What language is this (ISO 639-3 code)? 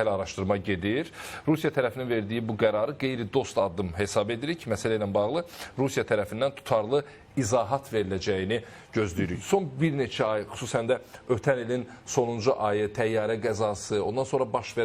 aze